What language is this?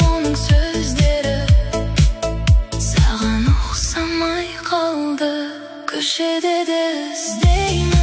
Kazakh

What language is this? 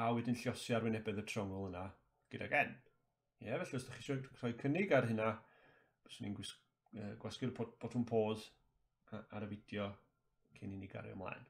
Welsh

